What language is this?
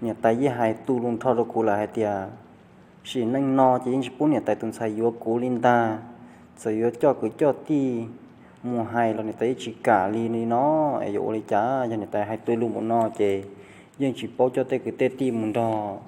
Hmong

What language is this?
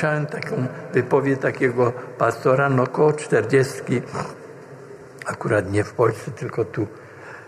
Polish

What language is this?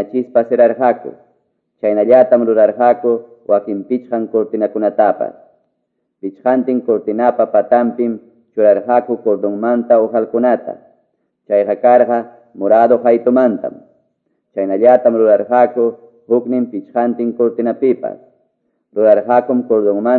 Quechua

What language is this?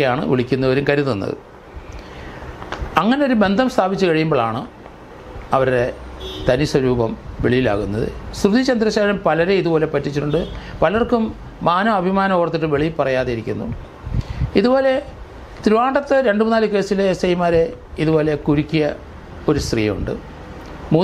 Malayalam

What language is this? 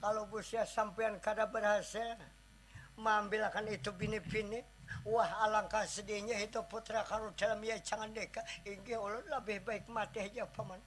Banjar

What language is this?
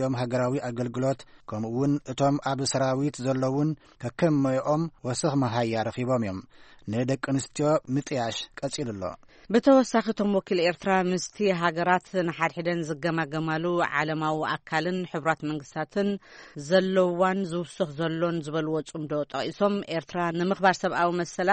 Tigrinya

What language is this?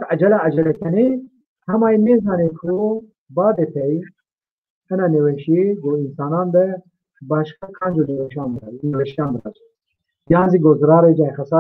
Zaza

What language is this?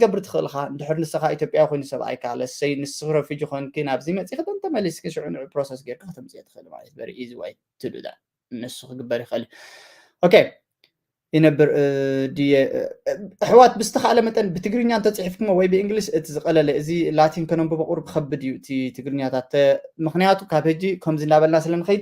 Tigrinya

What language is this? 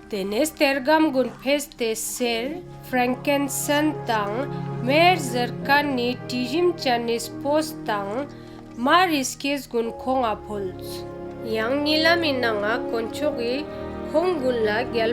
Ladakhi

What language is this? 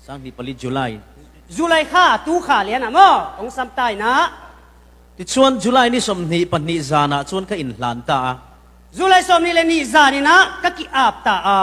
Falam Chin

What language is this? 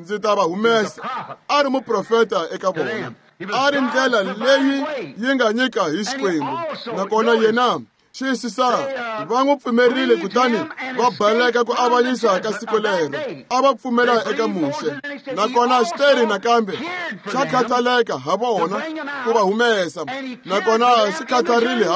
Tsonga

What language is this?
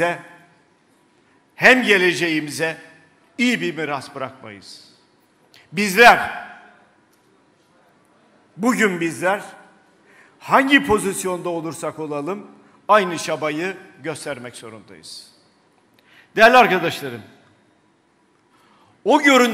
Turkish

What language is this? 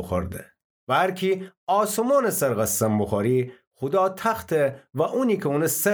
Gilaki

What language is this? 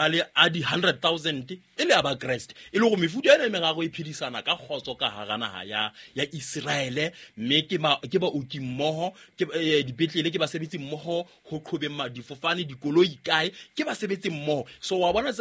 Southern Sotho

